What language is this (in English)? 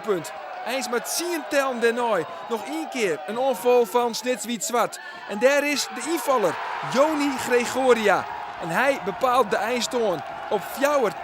Western Frisian